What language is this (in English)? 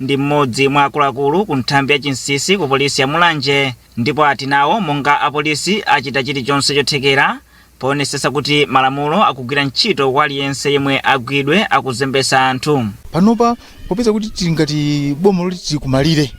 Nyanja